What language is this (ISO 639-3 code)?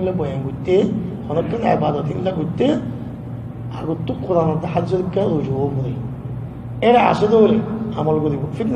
rhg